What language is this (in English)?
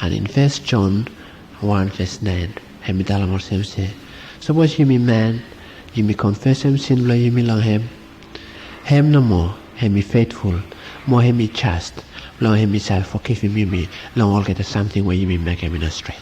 Bislama